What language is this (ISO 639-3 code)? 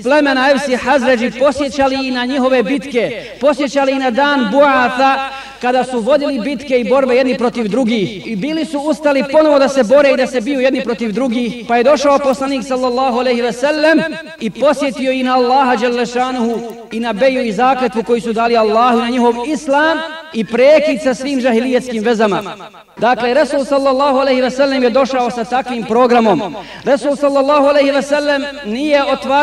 bos